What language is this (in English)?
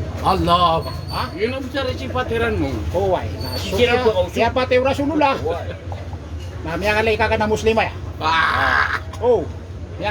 Maranao